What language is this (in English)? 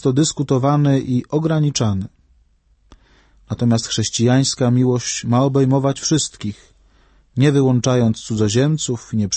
Polish